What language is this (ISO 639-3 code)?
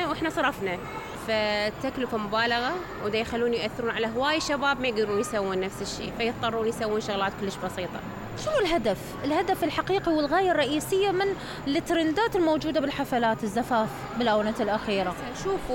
acm